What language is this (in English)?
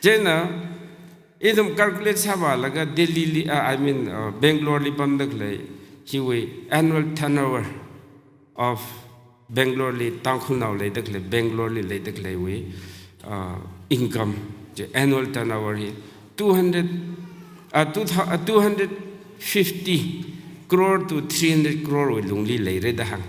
Tangkhul Naga (India)